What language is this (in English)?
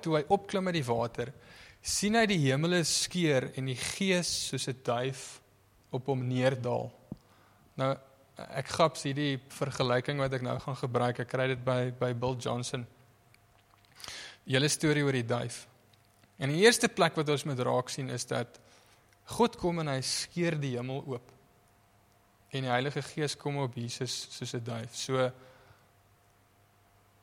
Afrikaans